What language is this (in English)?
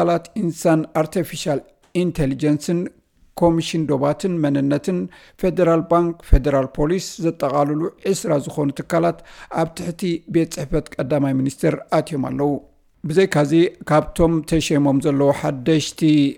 Tigrinya